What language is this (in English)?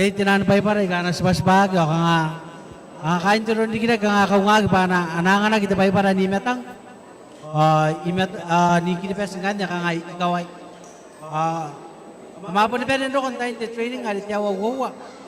Gilbertese